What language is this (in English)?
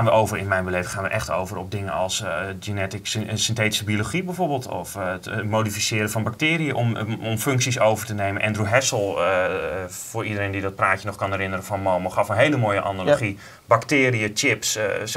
Dutch